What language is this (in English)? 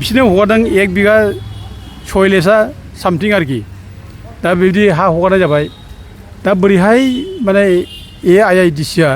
Bodo